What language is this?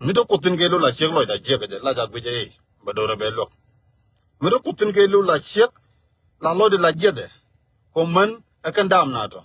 Nuer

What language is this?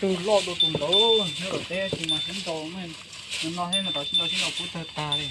Hmong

